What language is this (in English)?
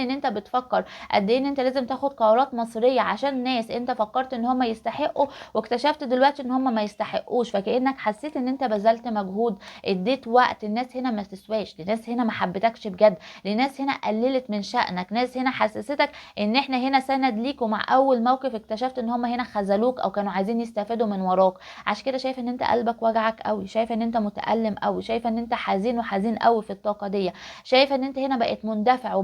Egyptian Arabic